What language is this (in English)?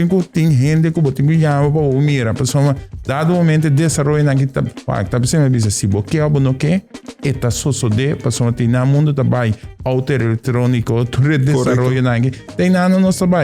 Papiamento